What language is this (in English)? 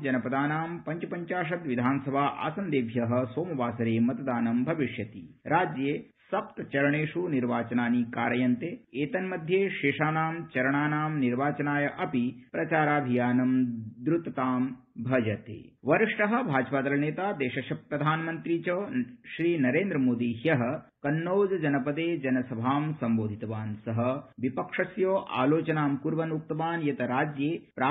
Sanskrit